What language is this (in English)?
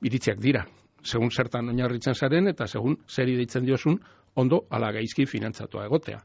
Basque